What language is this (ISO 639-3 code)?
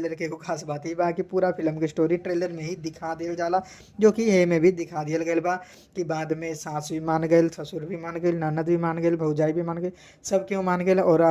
bho